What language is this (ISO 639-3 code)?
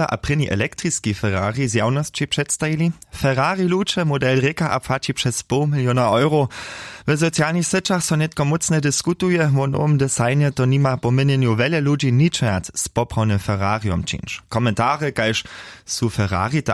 hsb